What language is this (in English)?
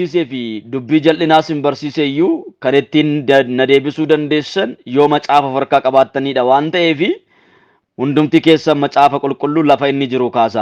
Oromo